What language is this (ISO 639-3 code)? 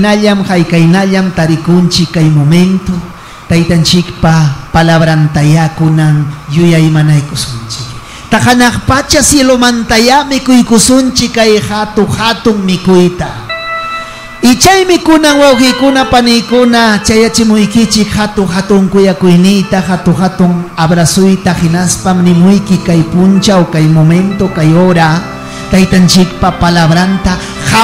quy